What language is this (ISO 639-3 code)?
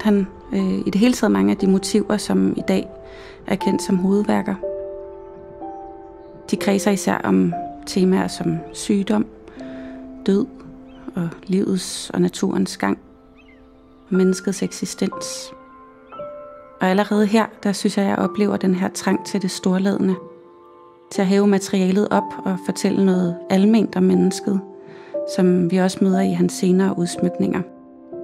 dan